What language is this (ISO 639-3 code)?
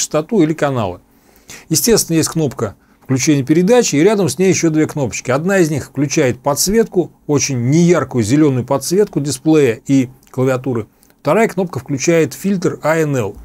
rus